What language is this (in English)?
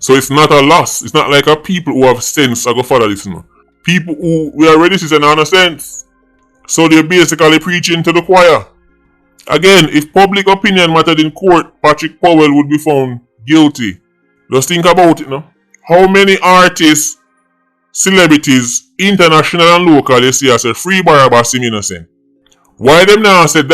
Jamaican Creole English